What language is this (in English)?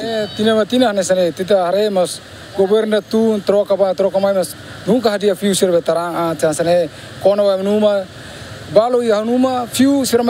Tetum